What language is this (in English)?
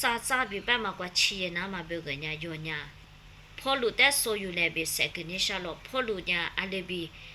Lisu